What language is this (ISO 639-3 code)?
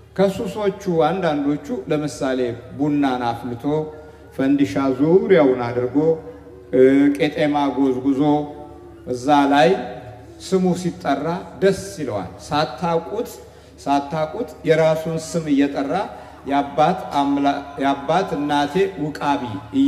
amh